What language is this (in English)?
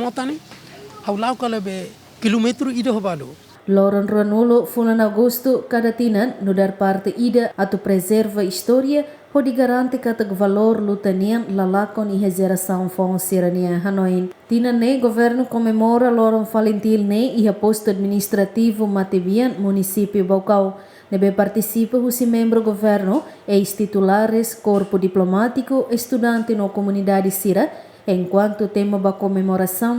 Tetum